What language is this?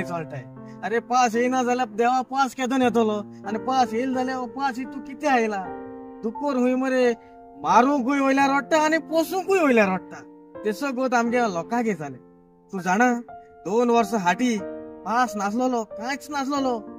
Konkani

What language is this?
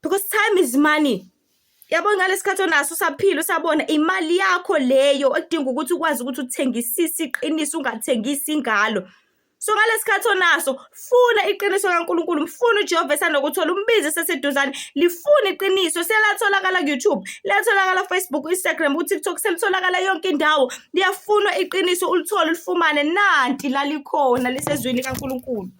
Zulu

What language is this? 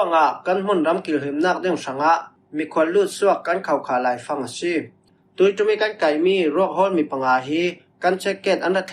Falam Chin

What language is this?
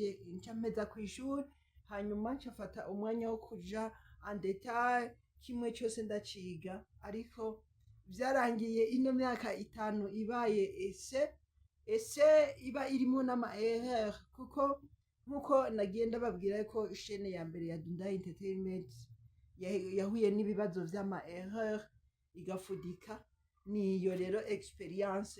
Rundi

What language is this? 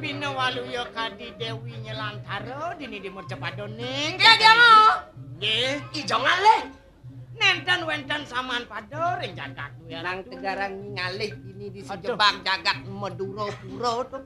Balinese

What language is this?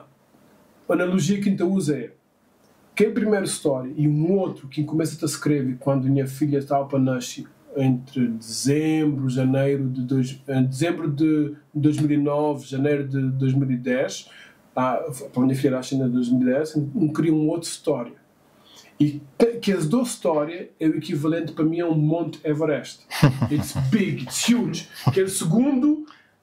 Kabuverdianu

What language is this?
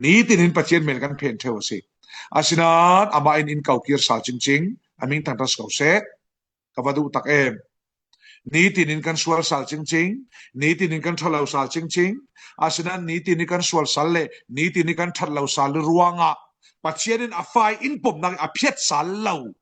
Falam Chin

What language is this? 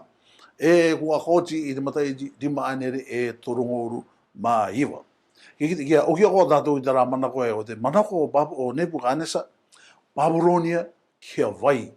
Rarotongan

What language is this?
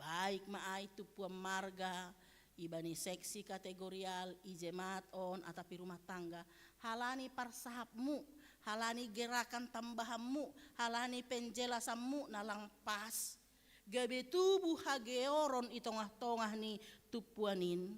Batak Simalungun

